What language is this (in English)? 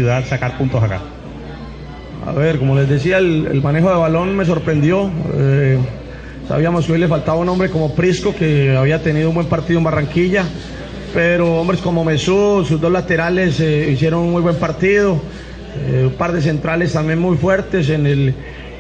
Spanish